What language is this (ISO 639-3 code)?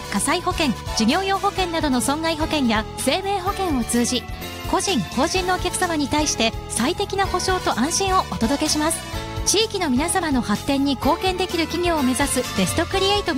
jpn